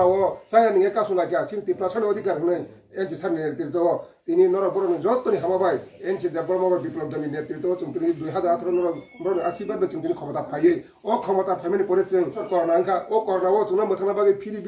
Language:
Kok Borok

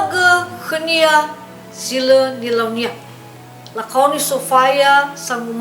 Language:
Nias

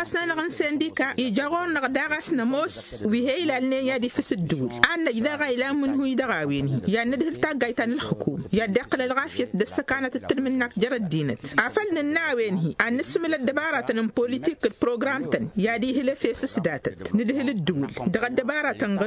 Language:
Tamasheq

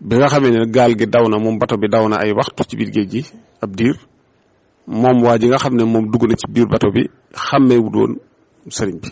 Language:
Wolof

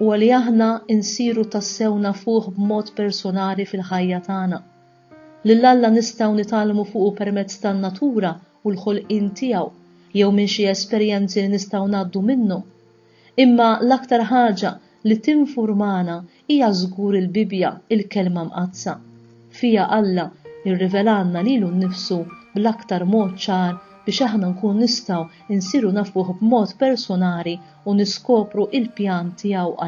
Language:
Maltese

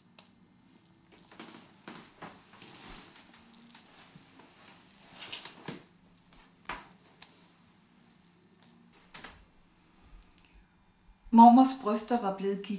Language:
Danish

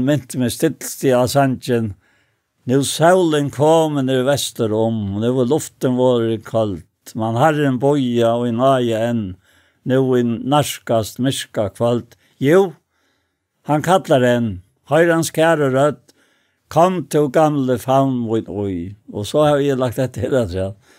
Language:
Faroese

